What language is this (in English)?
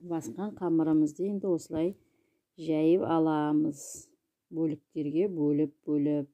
Kazakh